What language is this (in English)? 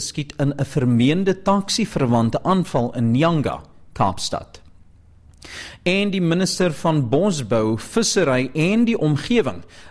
Afrikaans